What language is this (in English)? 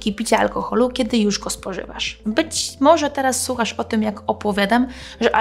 Polish